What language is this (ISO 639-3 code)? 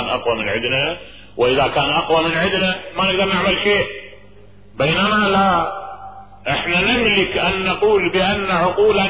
acm